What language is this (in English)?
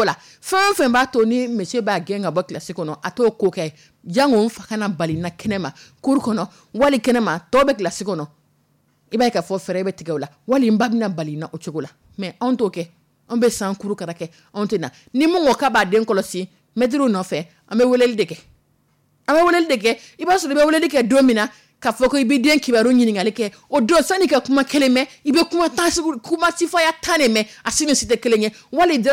Dyula